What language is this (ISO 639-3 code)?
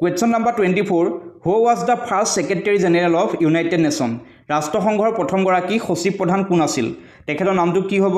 asm